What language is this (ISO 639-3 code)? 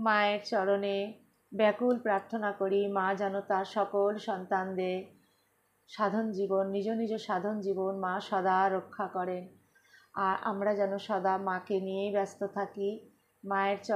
ben